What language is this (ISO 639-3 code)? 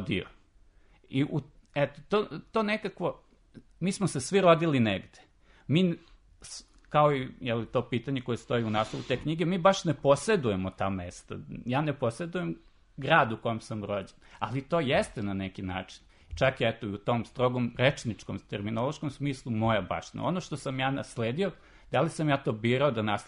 srp